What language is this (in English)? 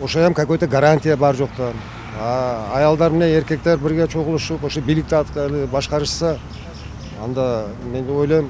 Kyrgyz